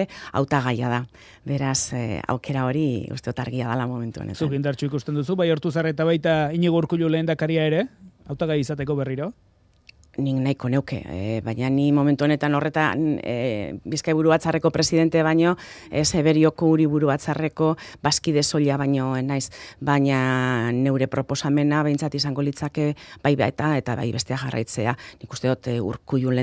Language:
Basque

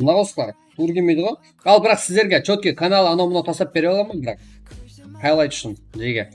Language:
Kara-Kalpak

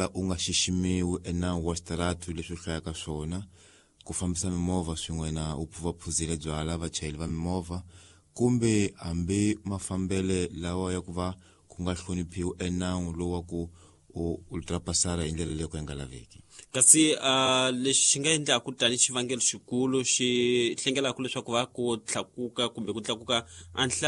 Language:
Tsonga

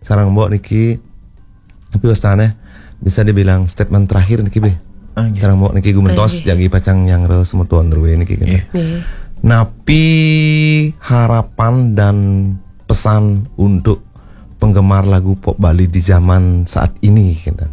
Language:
Balinese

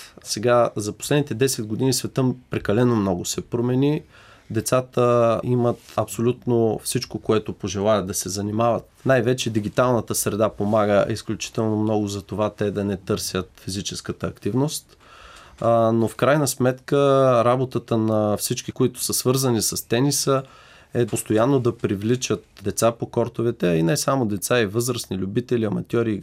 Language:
Bulgarian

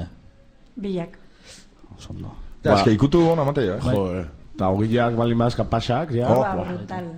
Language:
Basque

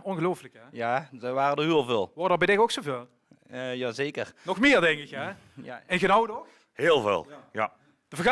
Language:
Limburgish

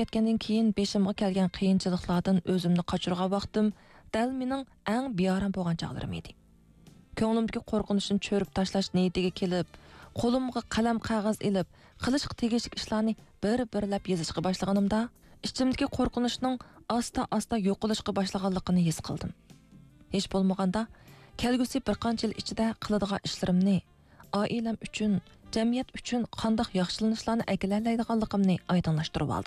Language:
Uyghur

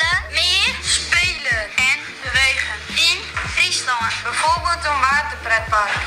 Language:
Western Frisian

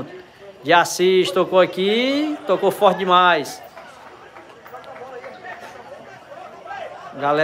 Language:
Portuguese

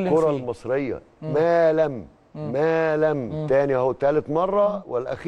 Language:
Egyptian Arabic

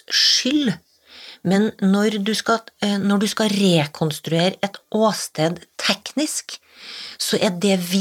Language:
Norwegian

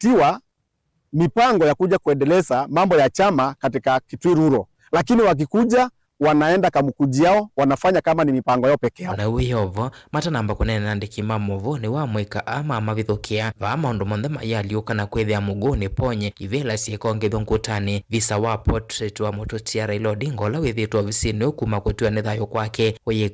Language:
Kamba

